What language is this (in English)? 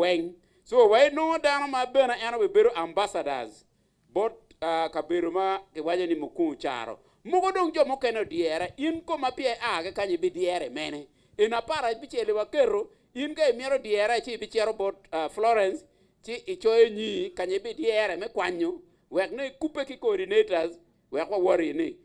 Acoli